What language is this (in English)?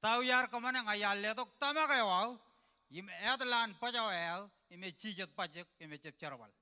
Marshallese